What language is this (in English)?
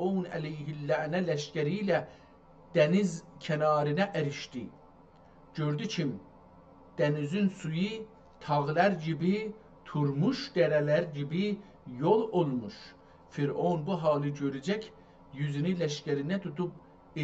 South Azerbaijani